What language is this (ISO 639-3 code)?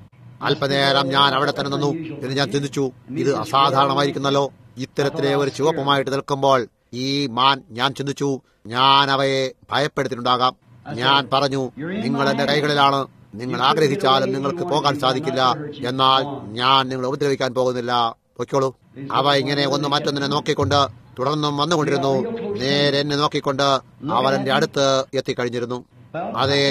mal